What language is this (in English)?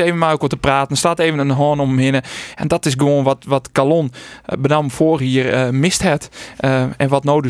Western Frisian